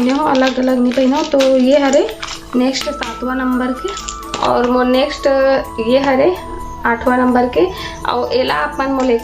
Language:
Chhattisgarhi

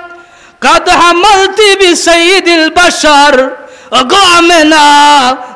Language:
Sylheti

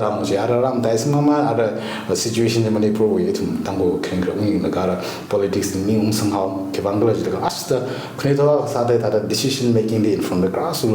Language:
Tangkhul Naga (India)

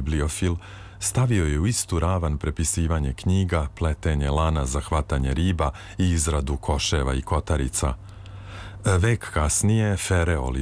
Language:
Serbian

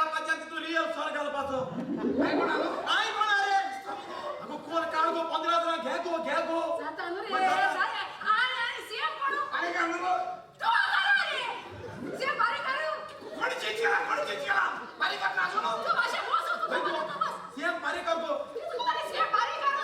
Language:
Konkani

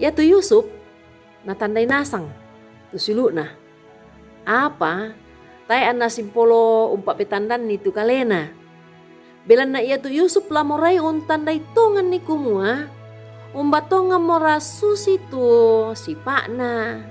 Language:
Toraja-Sa'dan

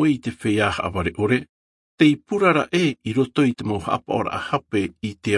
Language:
Tahitian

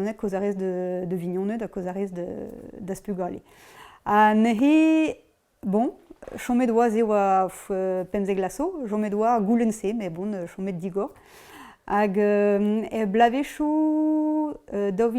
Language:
Breton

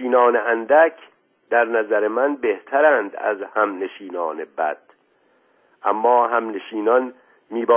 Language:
Persian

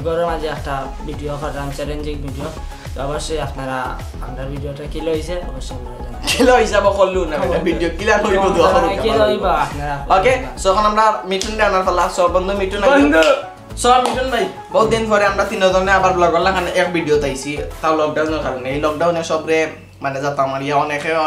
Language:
Sylheti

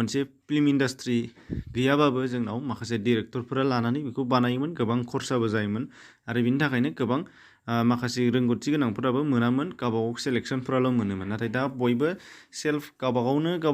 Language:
Bodo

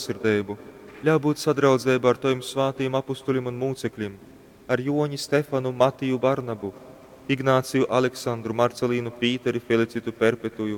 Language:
Latgalian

